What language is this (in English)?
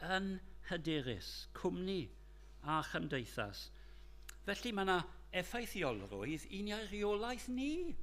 Welsh